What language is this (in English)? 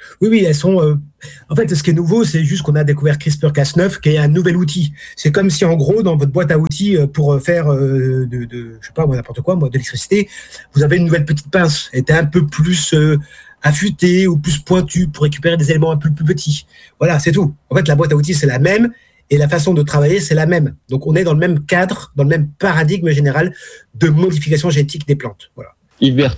French